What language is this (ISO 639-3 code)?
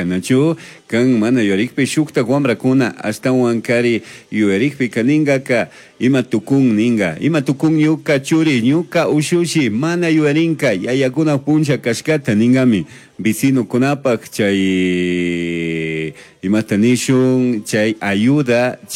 qug